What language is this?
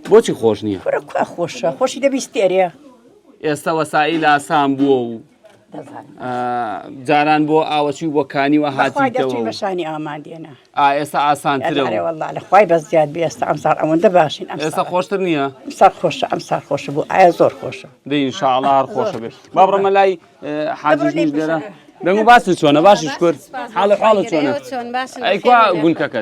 Central Kurdish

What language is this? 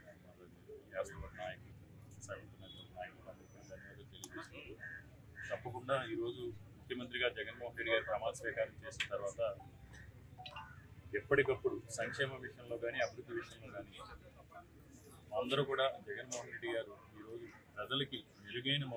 Telugu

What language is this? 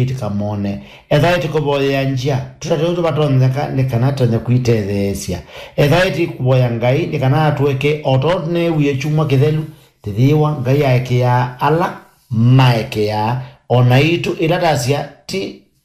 Kamba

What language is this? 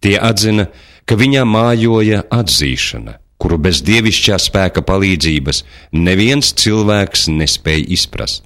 Latvian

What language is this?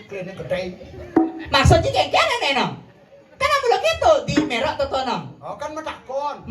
Balinese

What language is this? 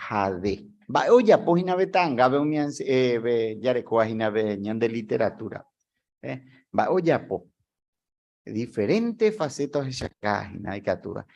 Guarani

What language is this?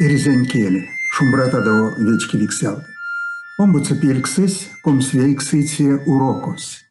Erzya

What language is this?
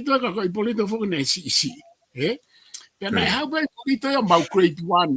Tongan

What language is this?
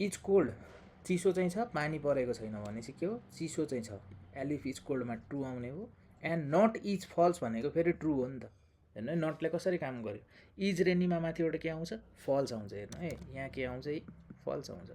Nepali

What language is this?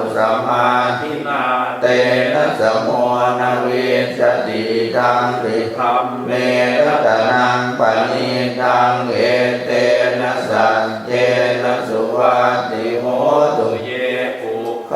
Pali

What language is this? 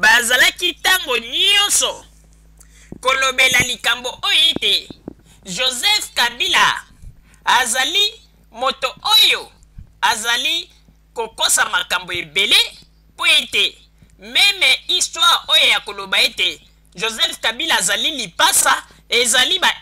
Lingala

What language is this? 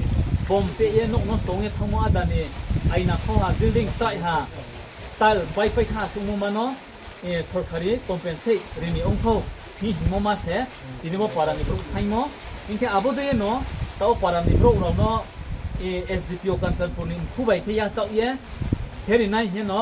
Riang (India)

